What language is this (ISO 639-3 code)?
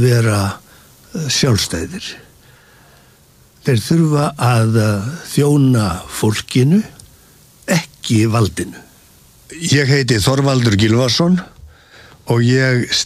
isl